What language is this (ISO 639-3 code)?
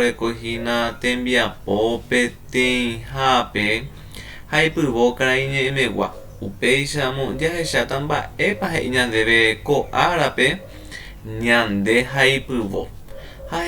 grn